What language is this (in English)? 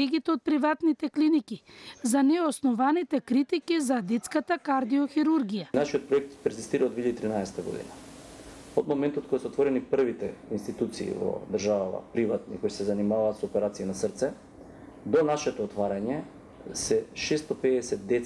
Macedonian